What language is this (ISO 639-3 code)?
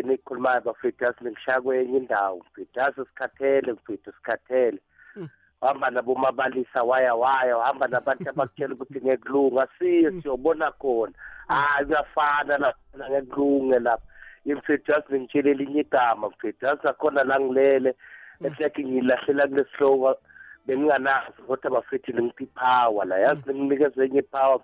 nbl